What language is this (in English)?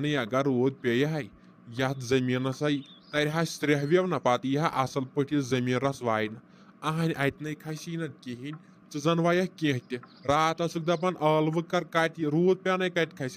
Kashmiri